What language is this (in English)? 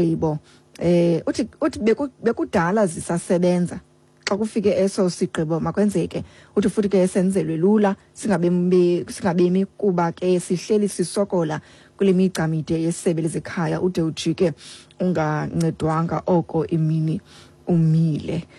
Xhosa